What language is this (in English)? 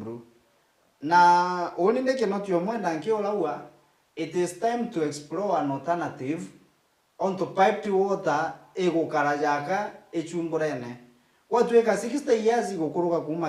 Meru